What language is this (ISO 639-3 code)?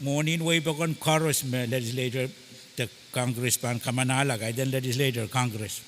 pon